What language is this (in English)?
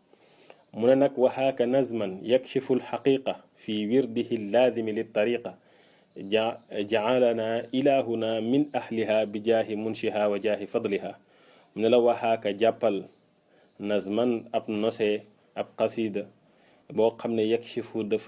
Wolof